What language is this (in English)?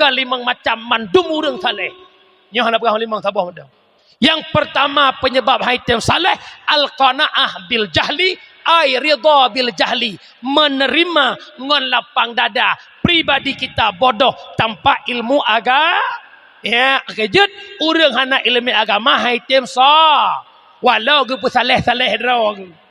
Achinese